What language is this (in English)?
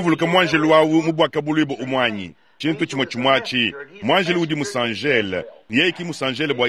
Luba-Lulua